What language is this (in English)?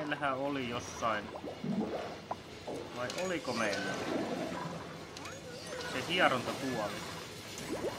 Finnish